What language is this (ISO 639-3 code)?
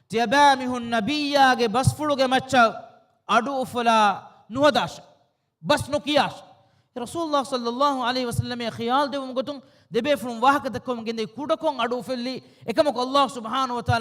div